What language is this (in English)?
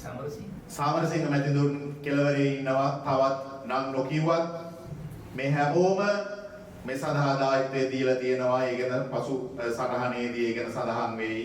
Sinhala